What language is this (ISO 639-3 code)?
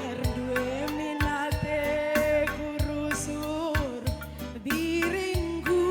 btx